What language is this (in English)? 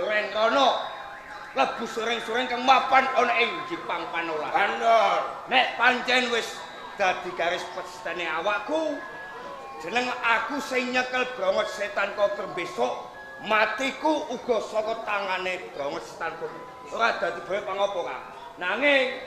Javanese